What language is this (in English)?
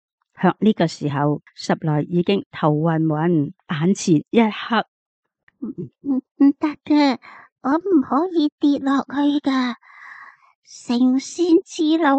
Cantonese